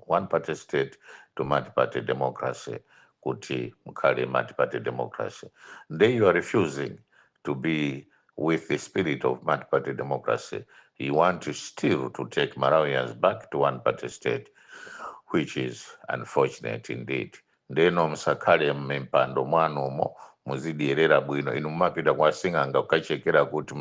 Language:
Nyanja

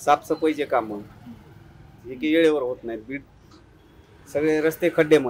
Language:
Marathi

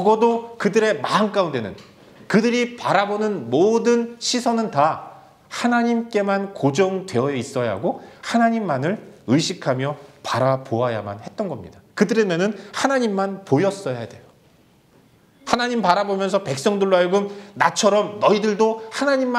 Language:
Korean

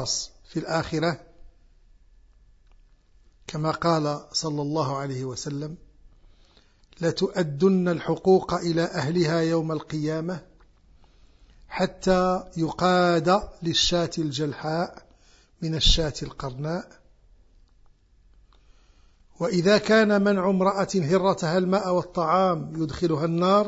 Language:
Arabic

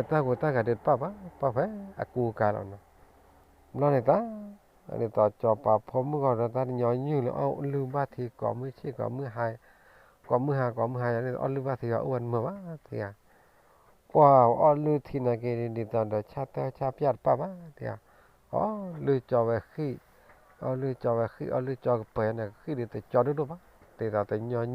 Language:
S'gaw Karen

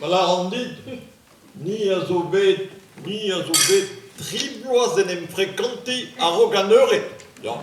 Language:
Breton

